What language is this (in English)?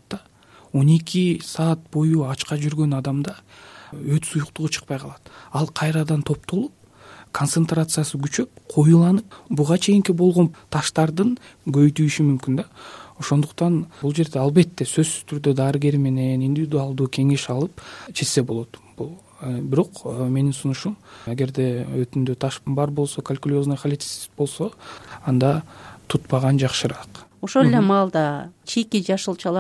Kyrgyz